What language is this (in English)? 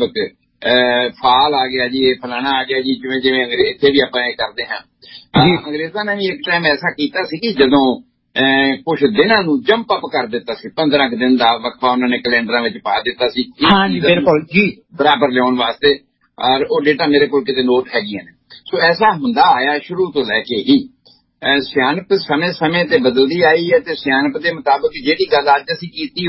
Punjabi